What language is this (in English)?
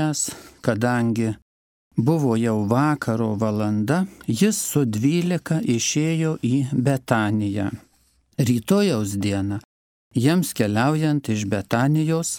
Lithuanian